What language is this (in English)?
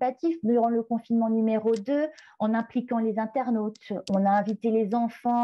French